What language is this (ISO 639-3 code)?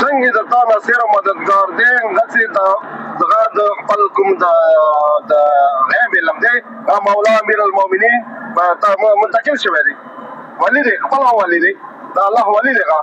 pus